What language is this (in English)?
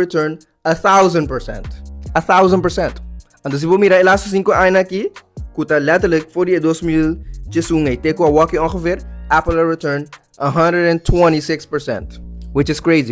Papiamento